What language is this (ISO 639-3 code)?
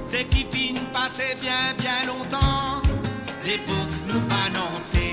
mfe